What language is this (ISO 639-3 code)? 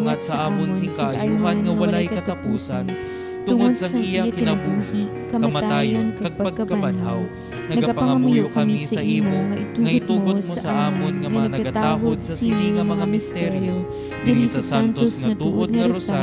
hil